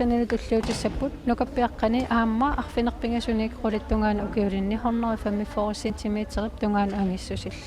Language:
Kalaallisut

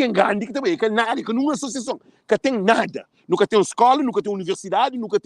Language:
Kabuverdianu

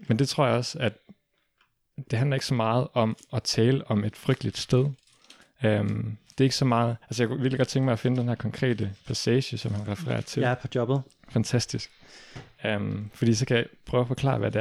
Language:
Danish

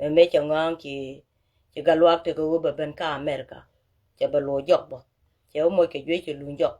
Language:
Nuer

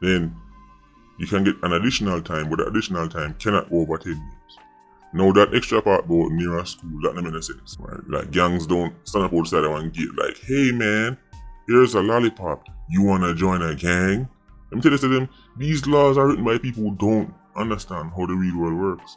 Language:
Jamaican Creole English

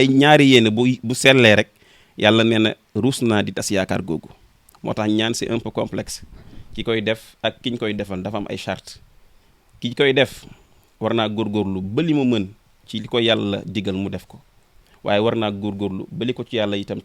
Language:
Wolof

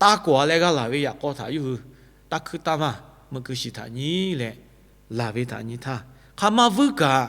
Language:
Lahu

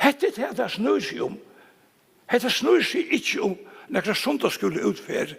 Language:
Faroese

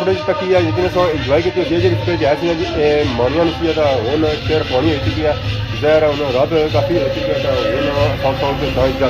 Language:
Pahari-Potwari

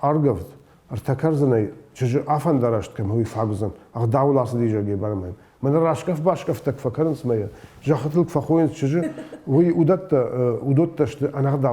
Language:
Ossetic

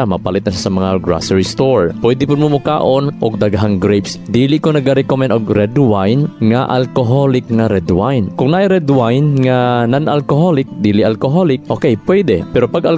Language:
Cebuano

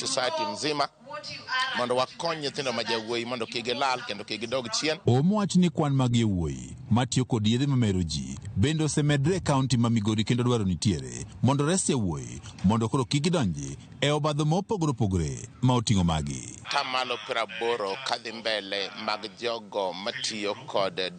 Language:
Luo (Kenya and Tanzania)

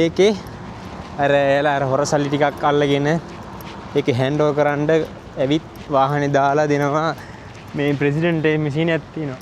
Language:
Sinhala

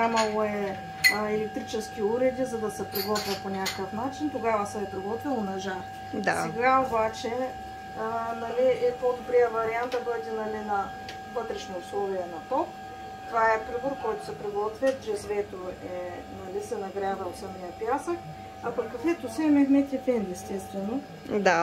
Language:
Bulgarian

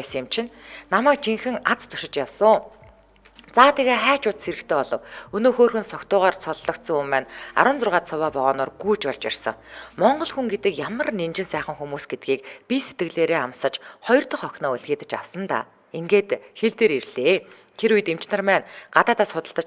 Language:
Mongolian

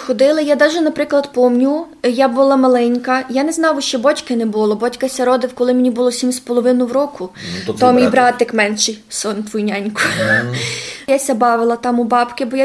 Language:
Rusyn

